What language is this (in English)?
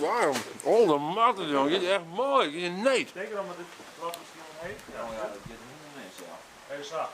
Western Frisian